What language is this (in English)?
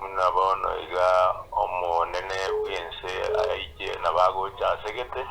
Gusii